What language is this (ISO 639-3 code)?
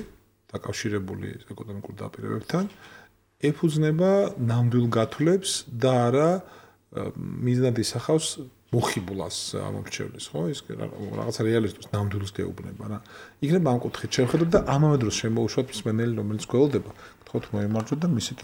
kat